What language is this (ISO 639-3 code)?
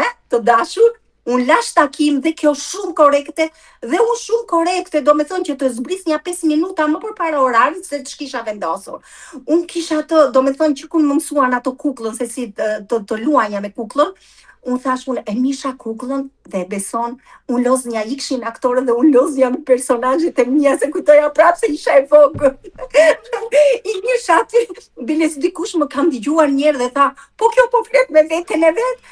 sqi